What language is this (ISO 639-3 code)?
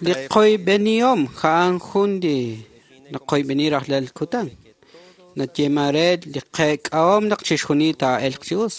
kek